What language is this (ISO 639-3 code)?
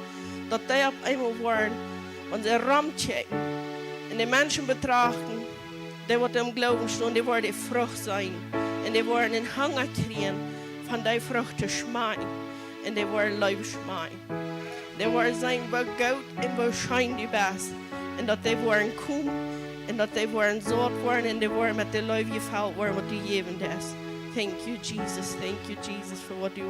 pdt